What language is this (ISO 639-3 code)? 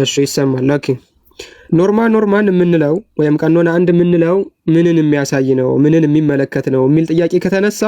amh